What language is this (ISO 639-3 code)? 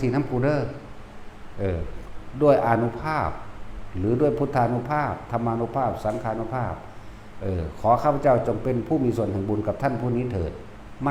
tts